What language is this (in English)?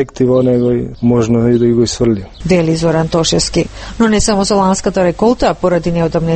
Macedonian